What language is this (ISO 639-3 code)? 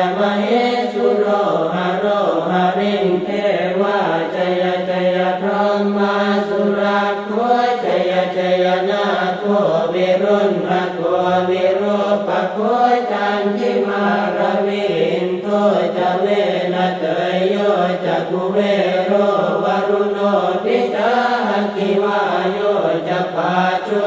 pli